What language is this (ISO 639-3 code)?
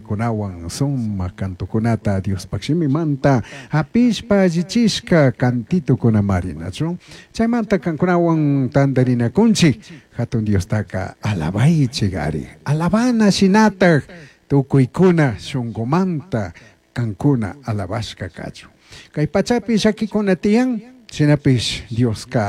qug